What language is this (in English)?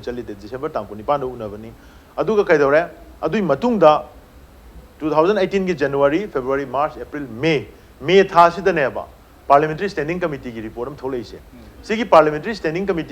Manipuri